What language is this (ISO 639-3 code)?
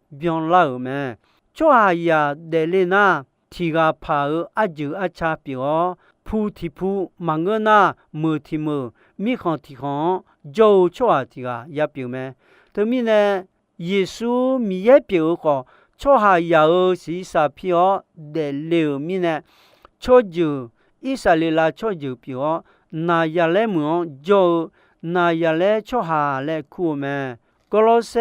ahk